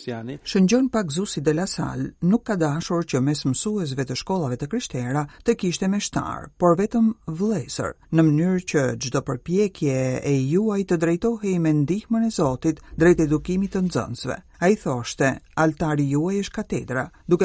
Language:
Albanian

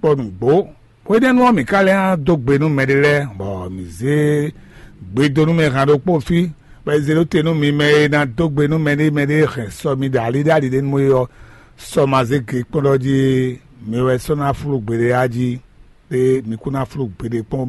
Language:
Fon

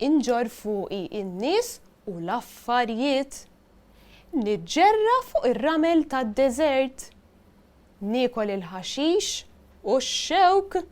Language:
Maltese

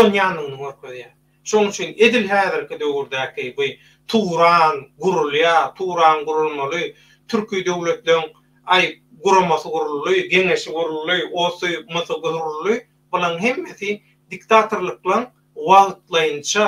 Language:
Turkmen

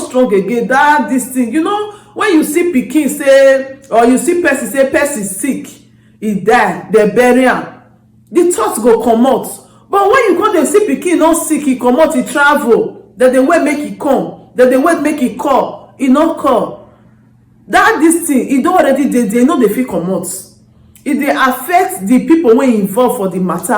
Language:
Nigerian Pidgin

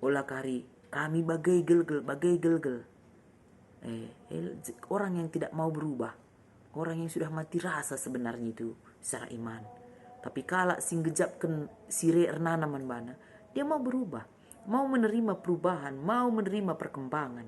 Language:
Batak Karo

